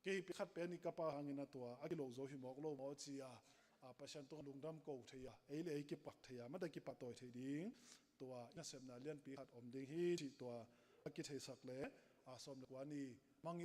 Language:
Tedim Chin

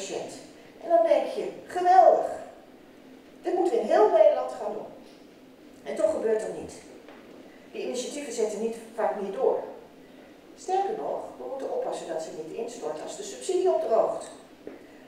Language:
Dutch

